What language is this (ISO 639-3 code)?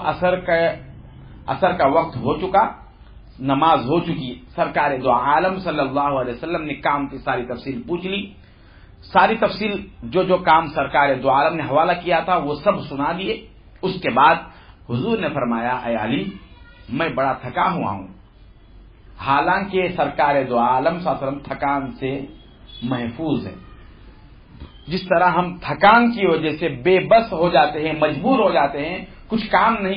urd